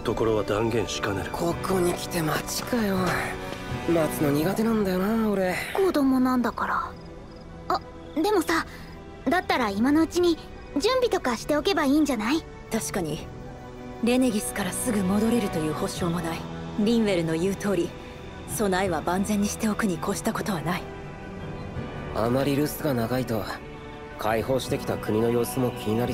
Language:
Japanese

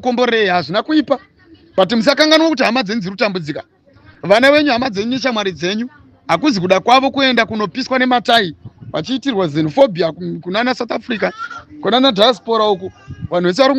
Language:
Shona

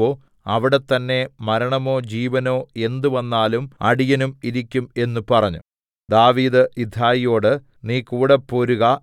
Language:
Malayalam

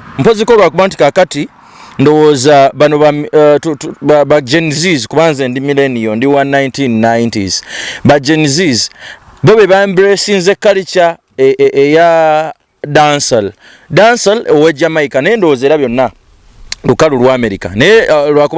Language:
Ganda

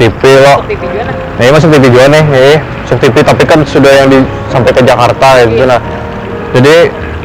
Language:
Banjar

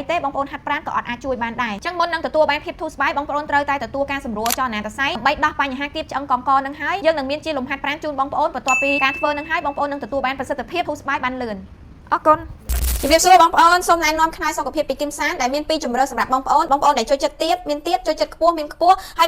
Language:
Khmer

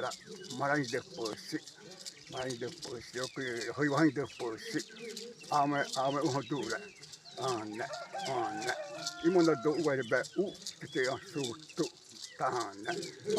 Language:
Xavánte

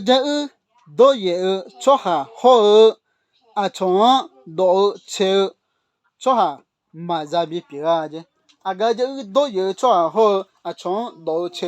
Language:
Akha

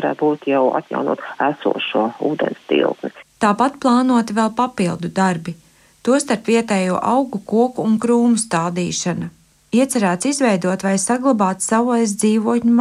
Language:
Latvian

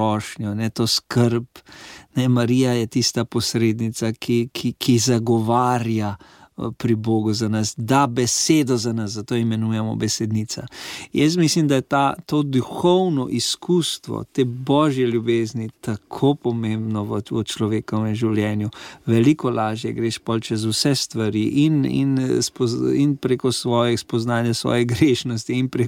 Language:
Slovenian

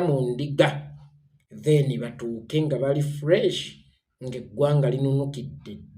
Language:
Ganda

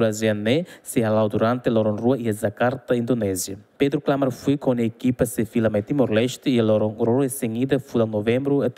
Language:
Tetum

